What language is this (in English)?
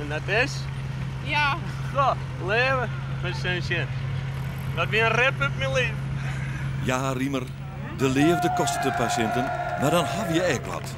Western Frisian